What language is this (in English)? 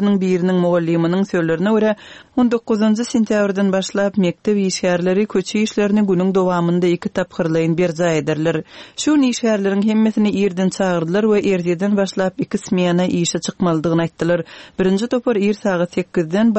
Turkmen